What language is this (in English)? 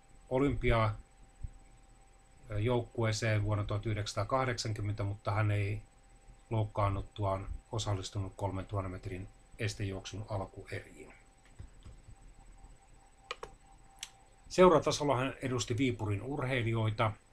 Finnish